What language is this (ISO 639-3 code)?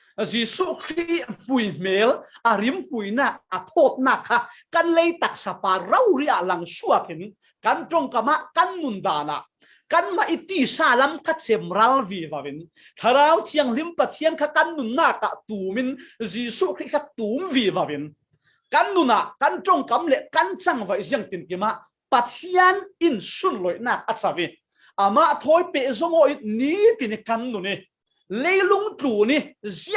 cfm